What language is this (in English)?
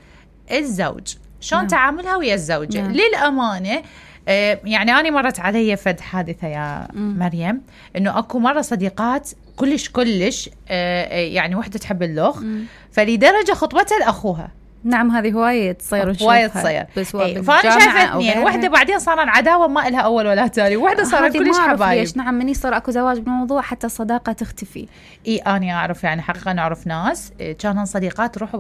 Mesopotamian Arabic